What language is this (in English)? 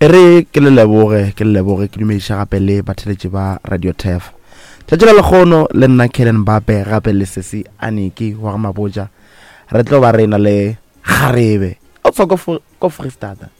Northern Sotho